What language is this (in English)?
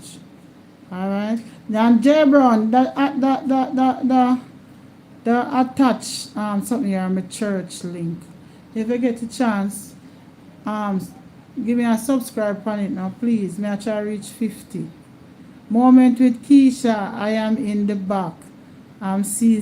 Jamaican Creole English